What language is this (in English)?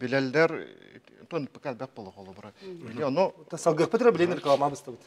Yakut